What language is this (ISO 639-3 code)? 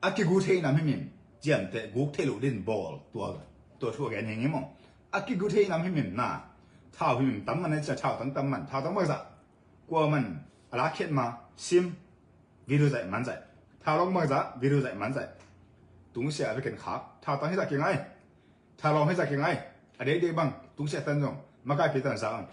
ctd